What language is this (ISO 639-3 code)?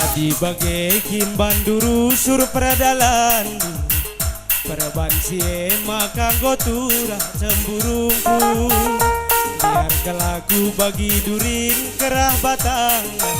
btx